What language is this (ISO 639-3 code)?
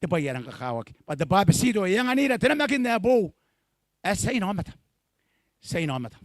gil